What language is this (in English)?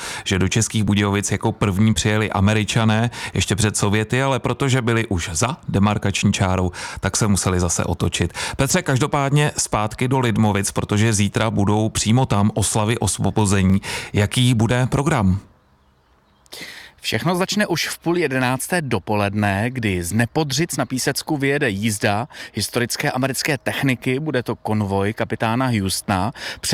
Czech